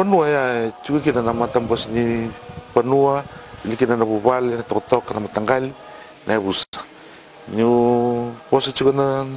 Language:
Fijian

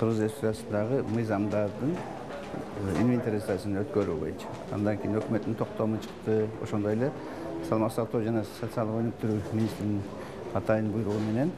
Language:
Kyrgyz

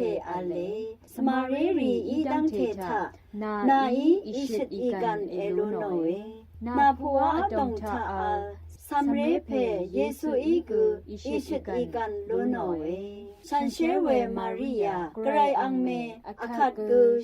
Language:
Rawang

